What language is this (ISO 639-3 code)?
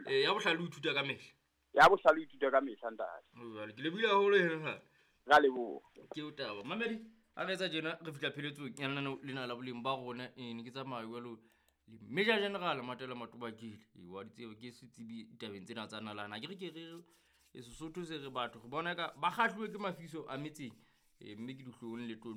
sot